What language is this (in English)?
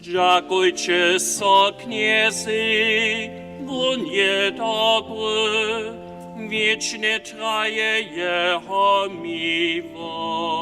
Upper Sorbian